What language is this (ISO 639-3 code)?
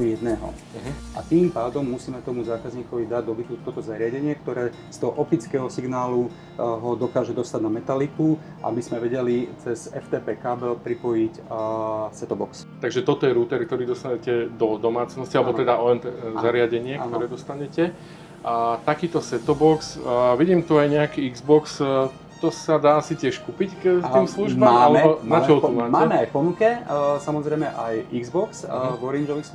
slk